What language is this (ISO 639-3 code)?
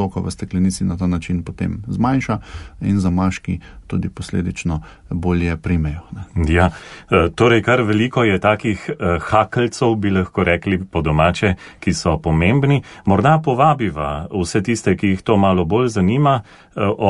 slv